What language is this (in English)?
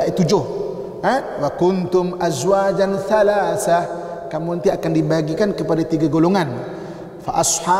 Malay